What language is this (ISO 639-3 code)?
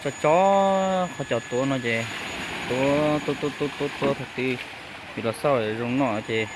hmn